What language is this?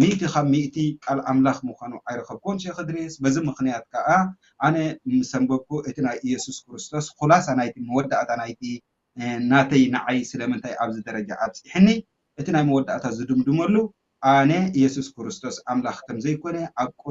Tigrinya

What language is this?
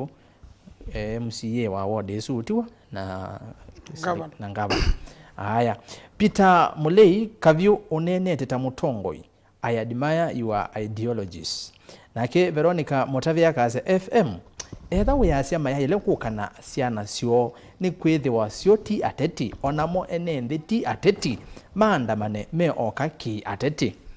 Kamba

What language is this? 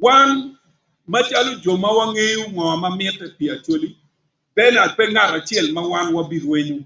Acoli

